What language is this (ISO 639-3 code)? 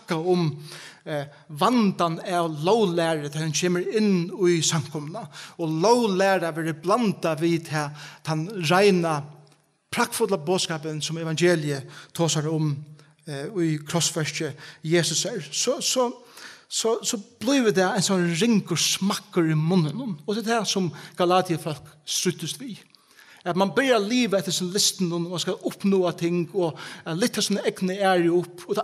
fao